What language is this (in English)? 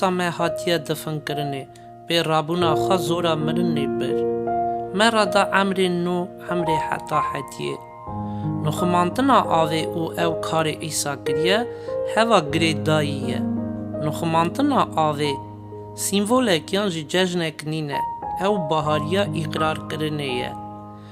Kurdish